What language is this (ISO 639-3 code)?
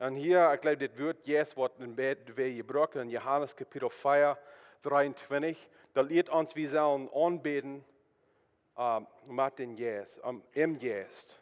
pdt